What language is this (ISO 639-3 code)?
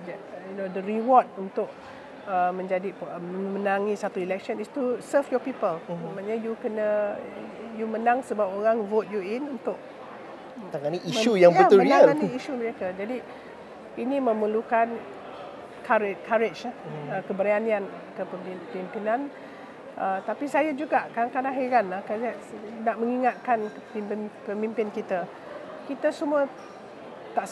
msa